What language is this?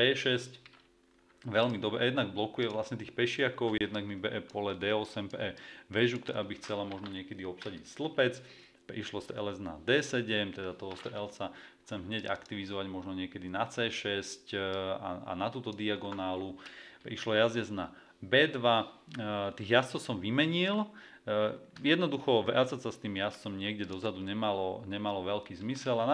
Slovak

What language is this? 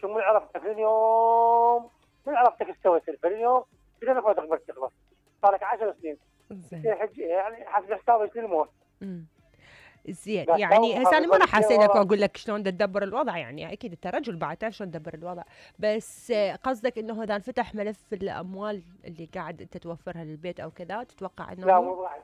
Mesopotamian Arabic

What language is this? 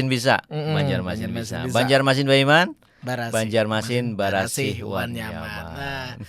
Banjar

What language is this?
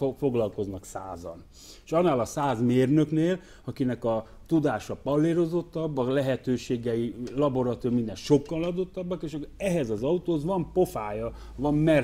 Hungarian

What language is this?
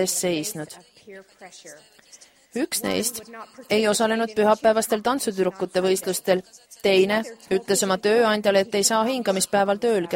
Estonian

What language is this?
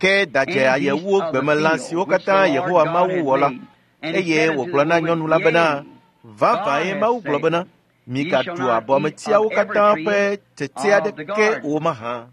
Ewe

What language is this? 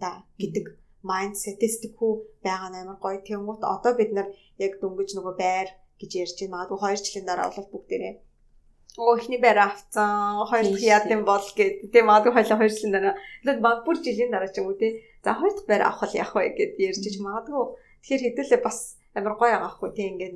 Mongolian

